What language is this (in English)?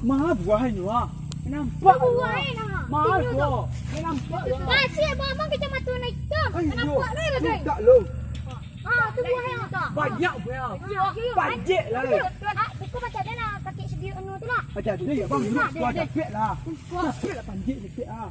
Minangkabau